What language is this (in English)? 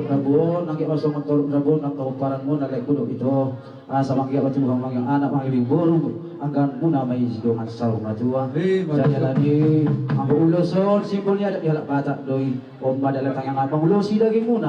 Batak Toba